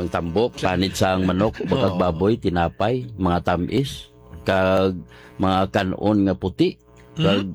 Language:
Hiligaynon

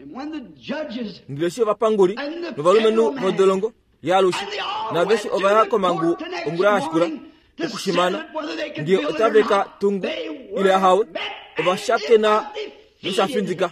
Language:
Kuanyama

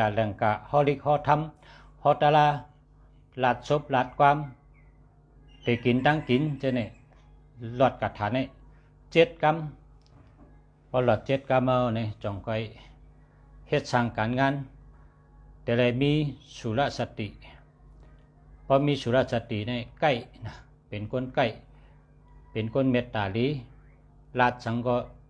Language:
Shan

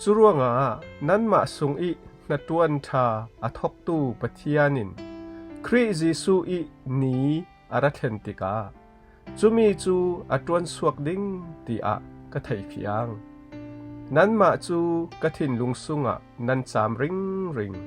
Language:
Falam Chin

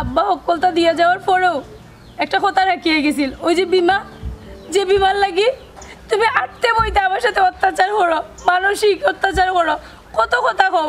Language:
Sylheti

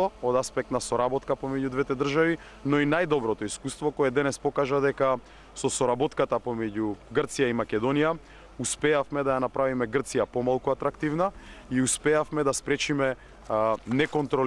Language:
Macedonian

